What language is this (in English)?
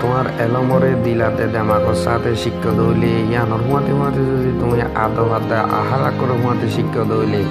Rohingya